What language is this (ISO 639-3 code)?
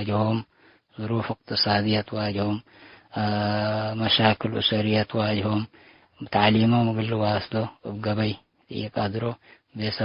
tig